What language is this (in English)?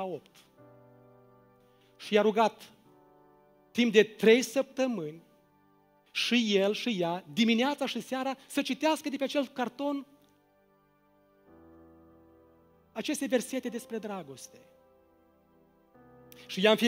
Romanian